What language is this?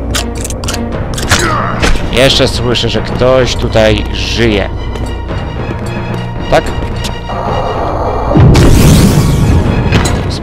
Polish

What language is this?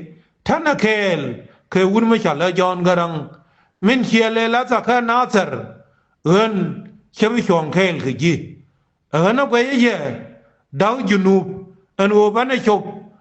Nuer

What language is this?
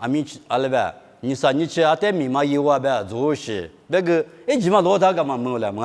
Lisu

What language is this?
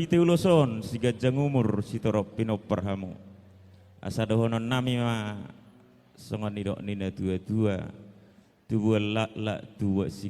Batak Toba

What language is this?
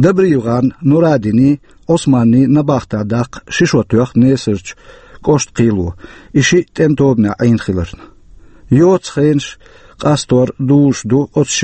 Chechen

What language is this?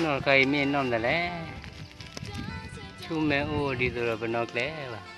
S'gaw Karen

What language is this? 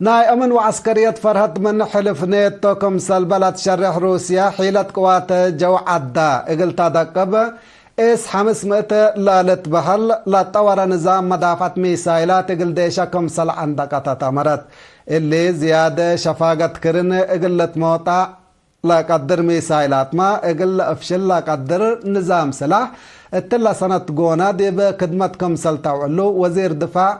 Tigre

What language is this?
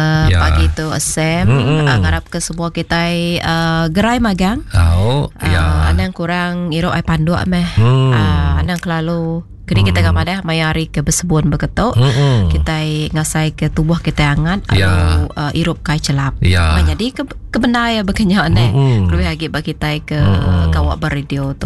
Iban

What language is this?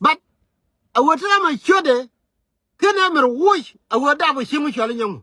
Nuer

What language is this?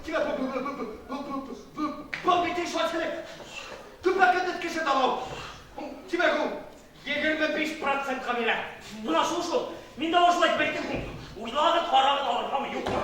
Bashkir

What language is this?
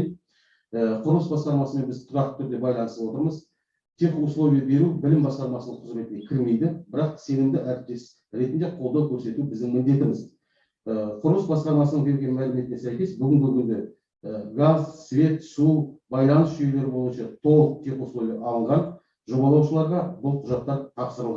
Kazakh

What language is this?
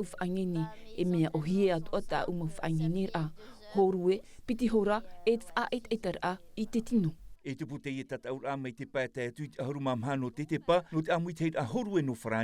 Tahitian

